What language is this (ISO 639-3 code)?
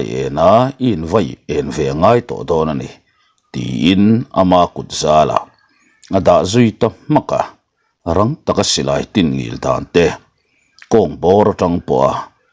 lus